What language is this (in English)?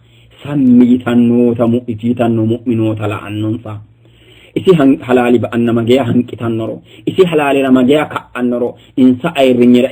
Sidamo